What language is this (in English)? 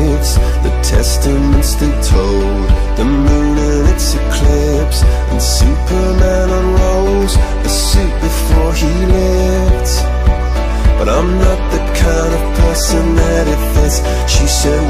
English